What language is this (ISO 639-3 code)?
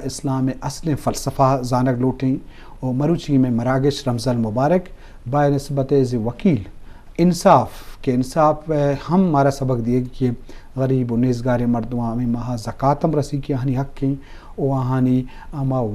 bgp